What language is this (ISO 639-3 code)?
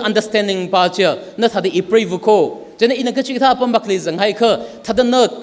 nmf